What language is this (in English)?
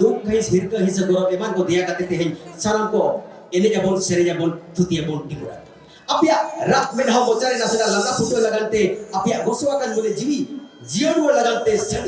Santali